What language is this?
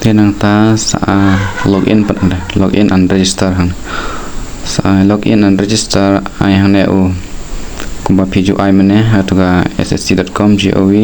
Khasi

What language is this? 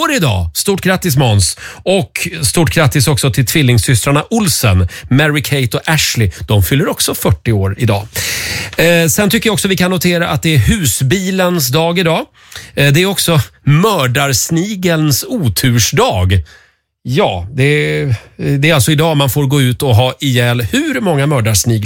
Swedish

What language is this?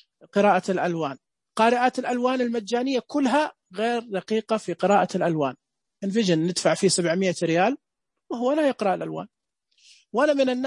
Najdi Arabic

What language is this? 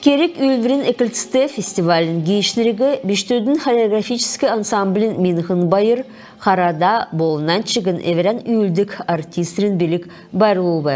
Kalmyk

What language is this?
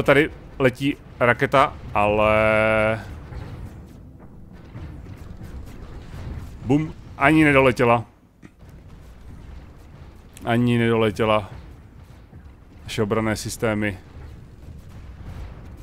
Czech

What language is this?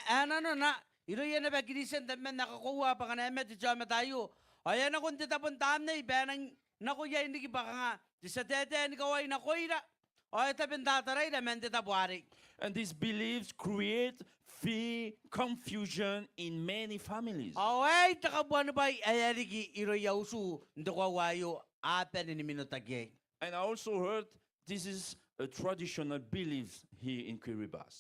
Gilbertese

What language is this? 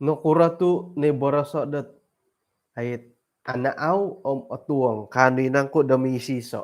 Central Dusun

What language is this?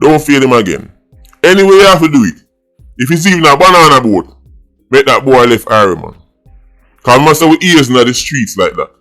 Jamaican Creole English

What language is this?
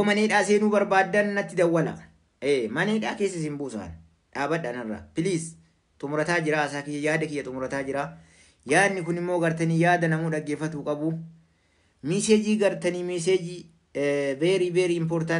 Oromo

